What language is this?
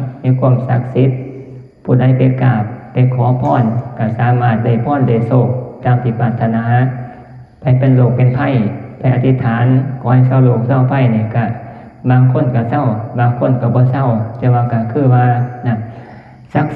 Northeastern Thai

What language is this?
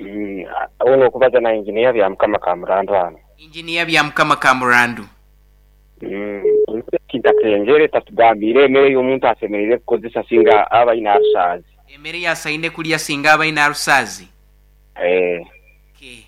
Nyoro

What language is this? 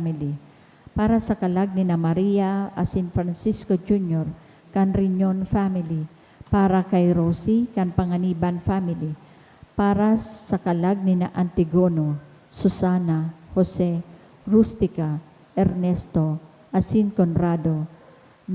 Bikol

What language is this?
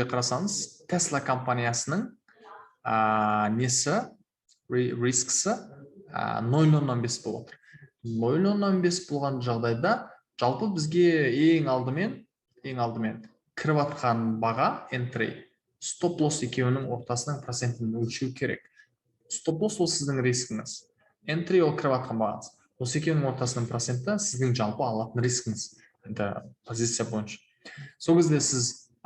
Kazakh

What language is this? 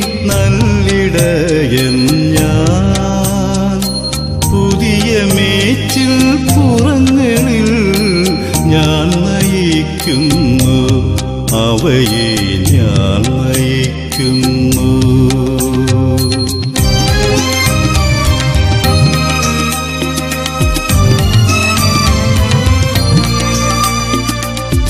Malayalam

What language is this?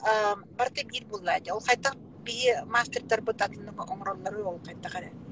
Yakut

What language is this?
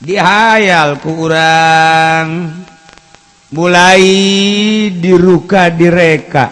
Sundanese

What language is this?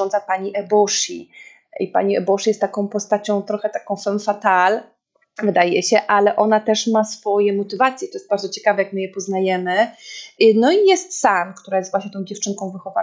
Polish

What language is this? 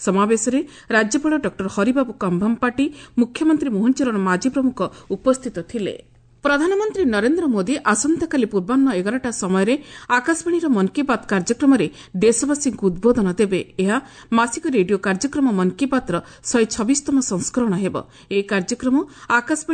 Odia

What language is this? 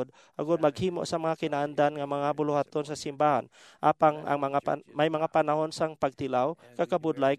Hiligaynon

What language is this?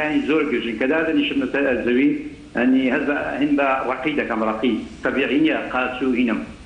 Central Kurdish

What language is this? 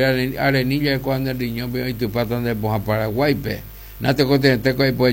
Guarani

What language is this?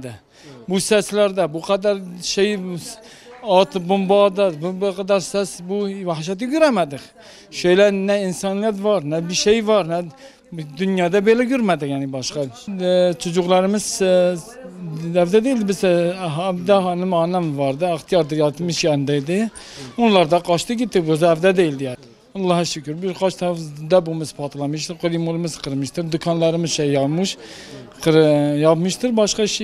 Kurdish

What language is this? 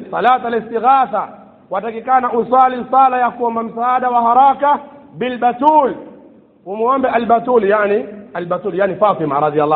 Swahili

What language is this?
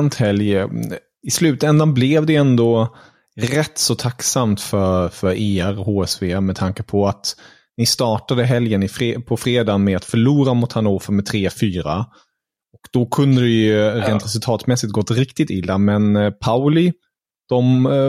Swedish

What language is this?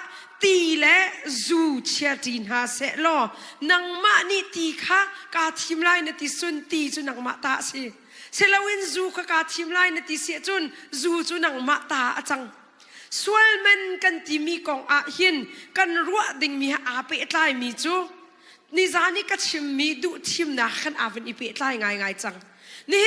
Hakha Chin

